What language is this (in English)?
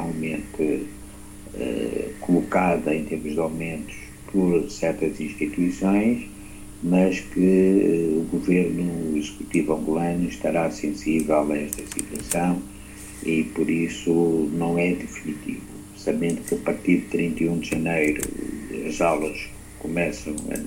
Portuguese